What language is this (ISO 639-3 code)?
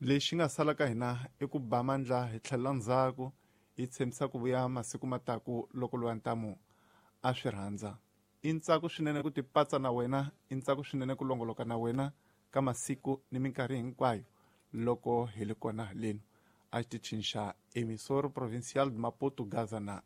tso